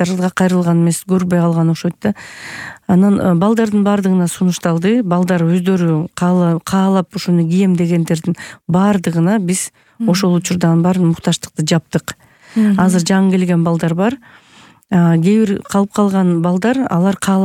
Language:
Kyrgyz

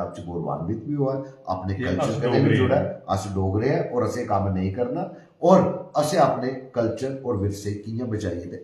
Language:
Dogri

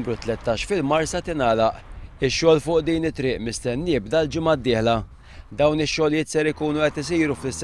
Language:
Maltese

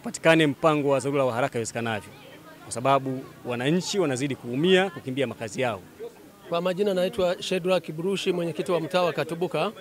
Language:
Swahili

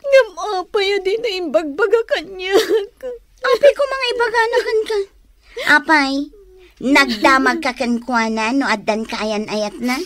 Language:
Iloko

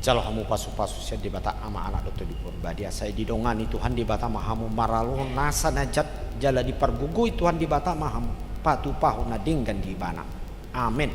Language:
Batak Toba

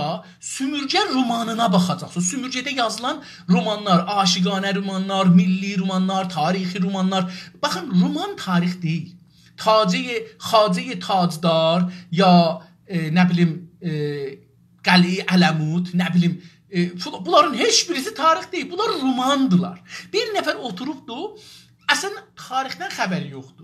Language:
South Azerbaijani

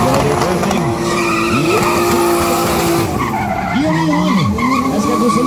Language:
Danish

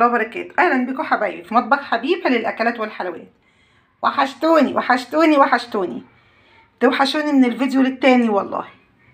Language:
Egyptian Arabic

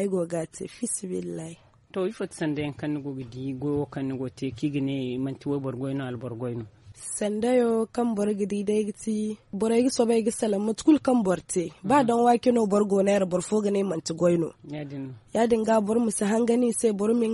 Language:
Zarma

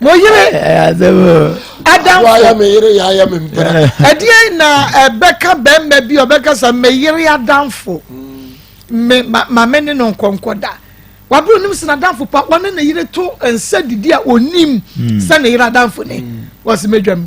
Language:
Akan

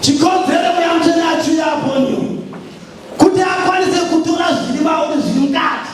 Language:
Shona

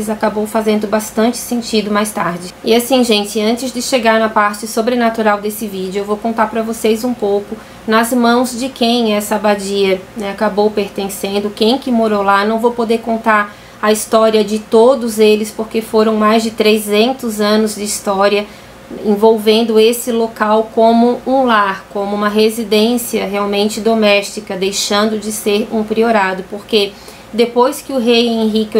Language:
Portuguese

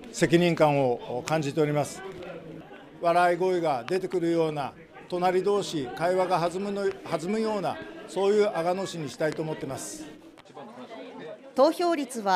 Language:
Japanese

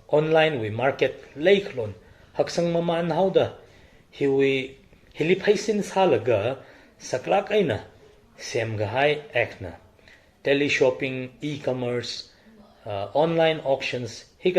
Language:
Tangkhul Naga (India)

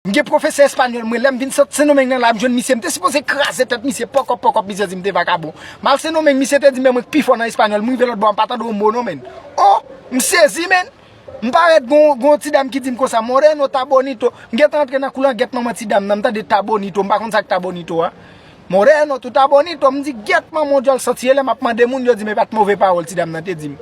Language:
Haitian Creole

